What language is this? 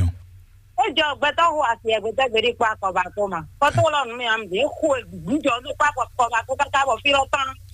Fon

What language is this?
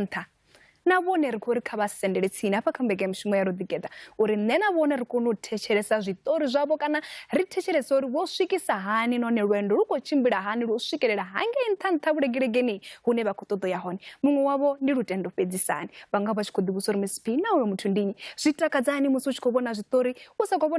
Venda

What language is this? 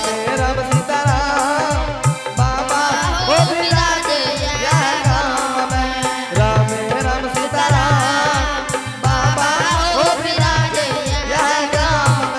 Angika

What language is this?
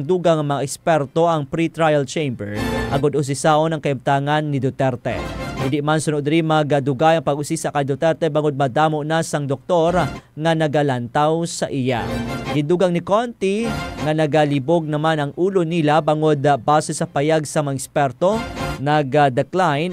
Hiligaynon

